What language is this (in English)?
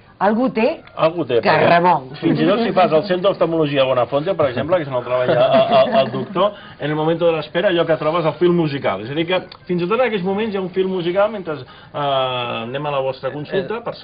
Catalan